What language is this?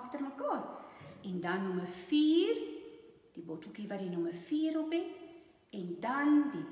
Afrikaans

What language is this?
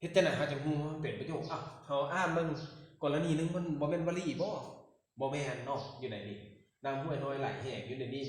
Lao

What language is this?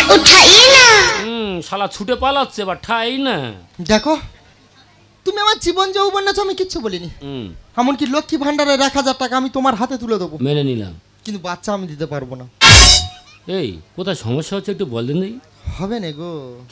Bangla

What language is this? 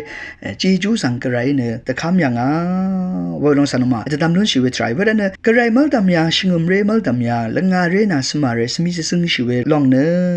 Rawang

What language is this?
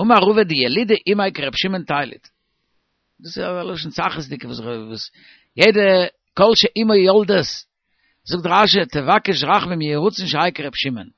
Yiddish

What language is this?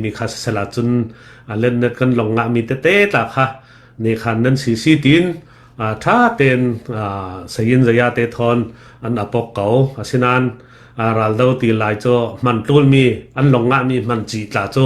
Falam Chin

